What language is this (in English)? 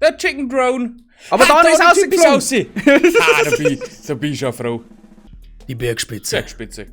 Bavarian